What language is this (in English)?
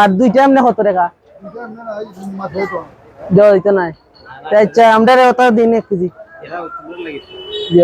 Sylheti